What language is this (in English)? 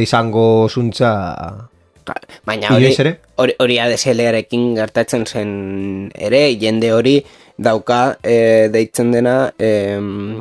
Basque